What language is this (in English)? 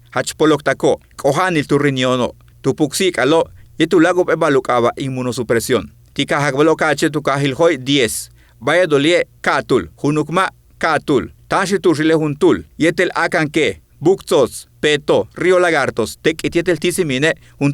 Yucateco